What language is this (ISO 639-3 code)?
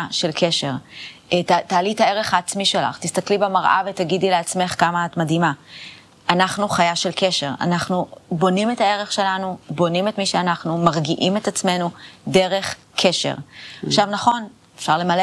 heb